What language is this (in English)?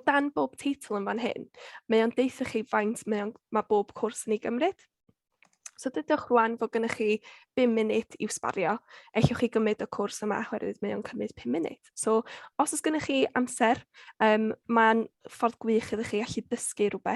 Welsh